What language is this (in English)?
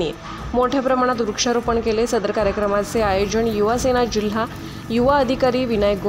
Marathi